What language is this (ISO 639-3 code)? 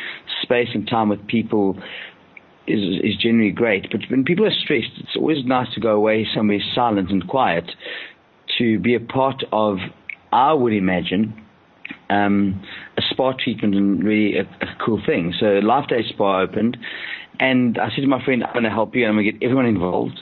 eng